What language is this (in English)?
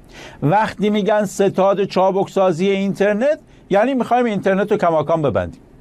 Persian